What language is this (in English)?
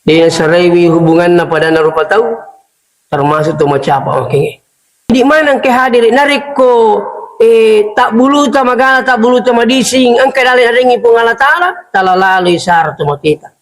Buginese